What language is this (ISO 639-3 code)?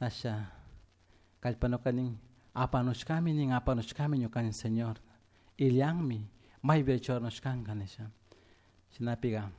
qug